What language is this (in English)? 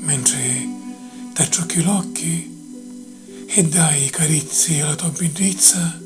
Sicilian